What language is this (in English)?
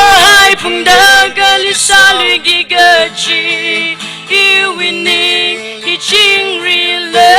Tangkhul Naga (India)